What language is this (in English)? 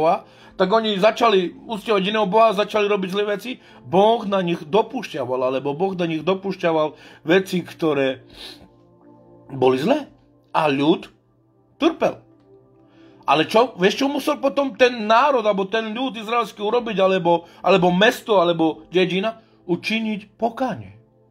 Slovak